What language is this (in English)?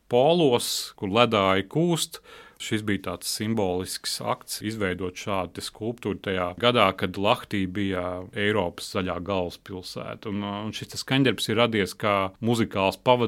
Latvian